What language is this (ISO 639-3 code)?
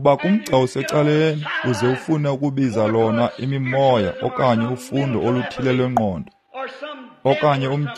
xho